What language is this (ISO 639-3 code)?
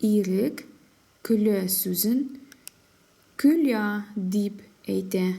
tat